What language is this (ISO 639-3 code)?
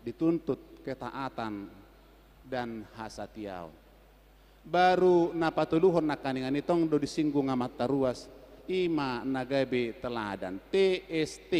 bbc